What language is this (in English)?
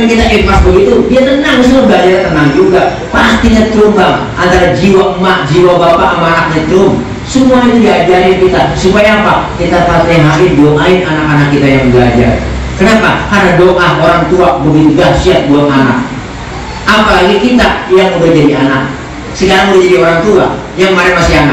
Betawi